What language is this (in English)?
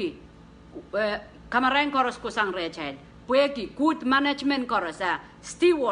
Pohnpeian